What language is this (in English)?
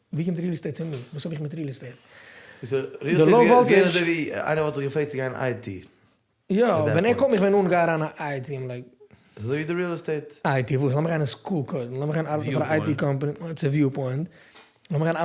Yiddish